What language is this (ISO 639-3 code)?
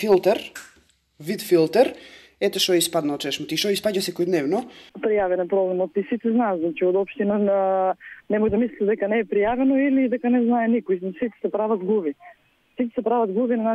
mkd